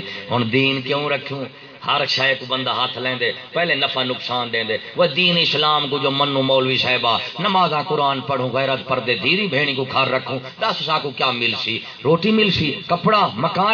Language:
Saraiki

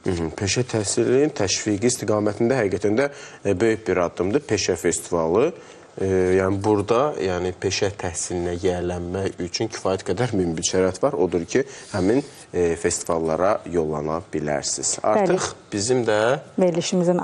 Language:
Azerbaijani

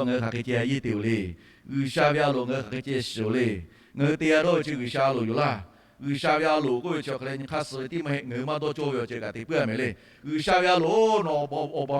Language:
Lahu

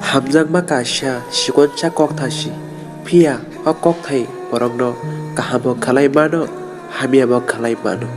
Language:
Kok Borok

